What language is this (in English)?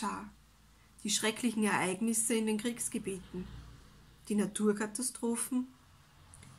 German